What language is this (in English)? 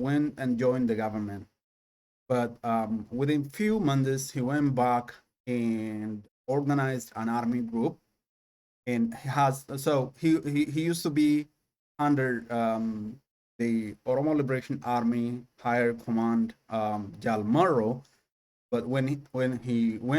English